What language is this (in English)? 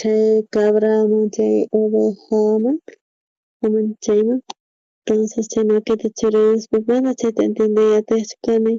South Bolivian Quechua